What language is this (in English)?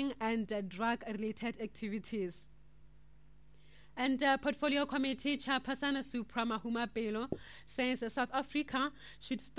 English